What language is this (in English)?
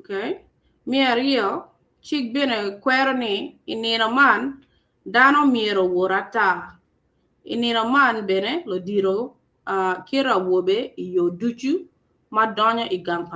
Acoli